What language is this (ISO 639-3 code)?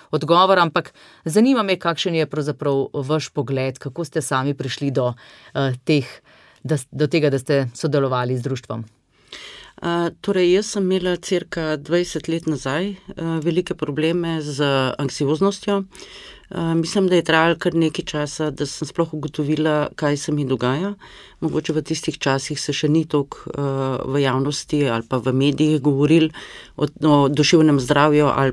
slv